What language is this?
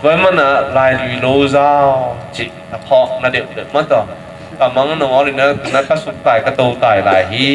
Tedim Chin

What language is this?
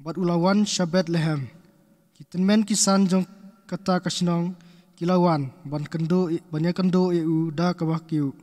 Khasi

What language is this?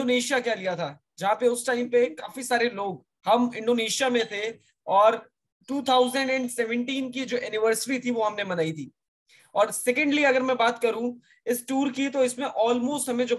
Hindi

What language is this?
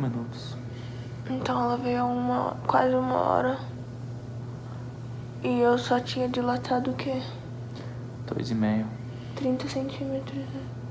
Portuguese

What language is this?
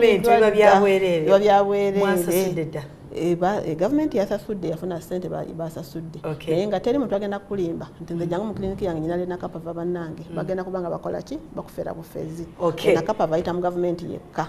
Ganda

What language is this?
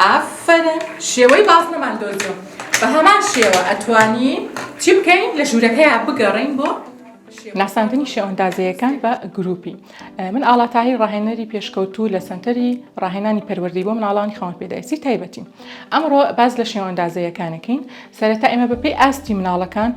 Central Kurdish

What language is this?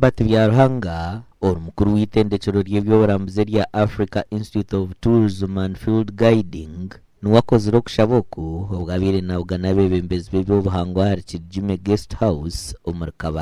Nyankole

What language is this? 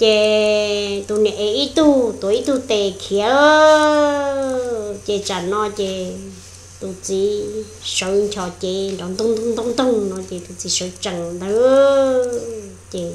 Hmong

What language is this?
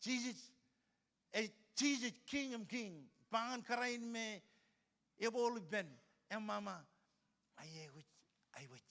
Marshallese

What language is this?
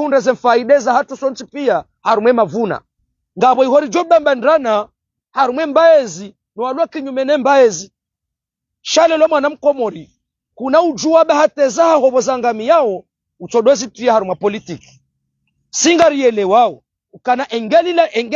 Ngazidja Comorian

